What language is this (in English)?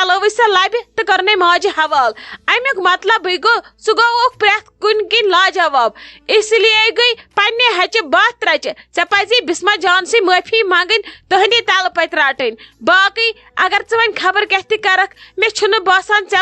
Kashmiri